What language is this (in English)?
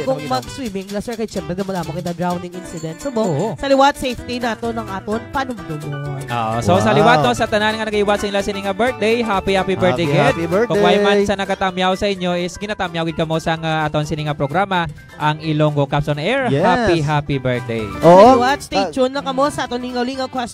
Hiligaynon